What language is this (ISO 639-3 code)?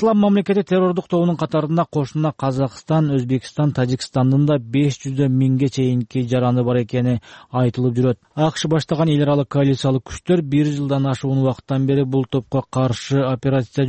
kir